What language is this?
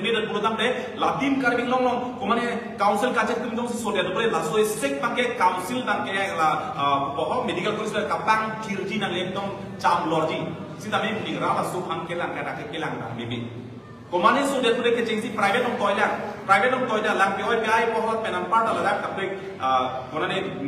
Karbi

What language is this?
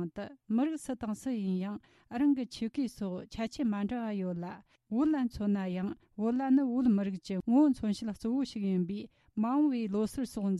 Tibetan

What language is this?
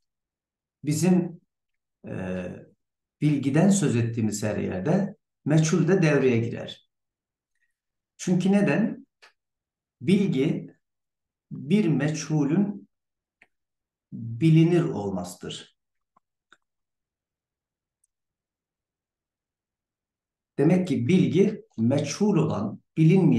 Turkish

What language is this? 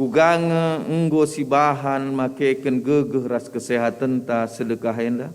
Batak Karo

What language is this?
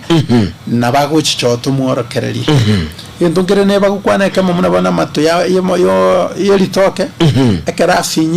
Gusii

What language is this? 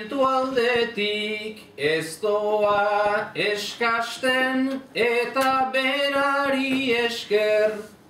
Basque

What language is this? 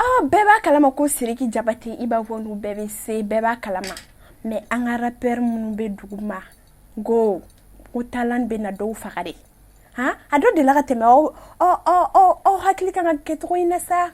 Bambara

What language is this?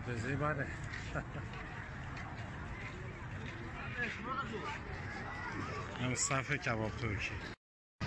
Persian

